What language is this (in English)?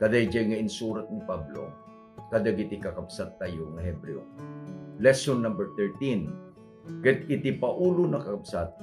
Iloko